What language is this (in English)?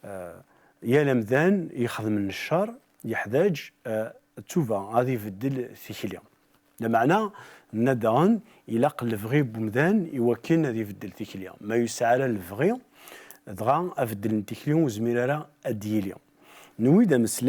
Kabyle